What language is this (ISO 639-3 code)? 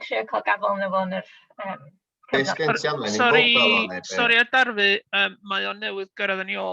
cym